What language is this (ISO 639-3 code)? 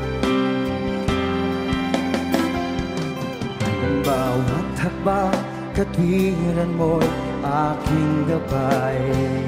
fil